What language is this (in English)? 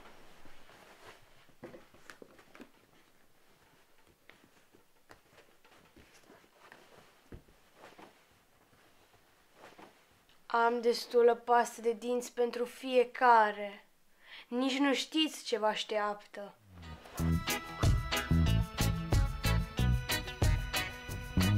Romanian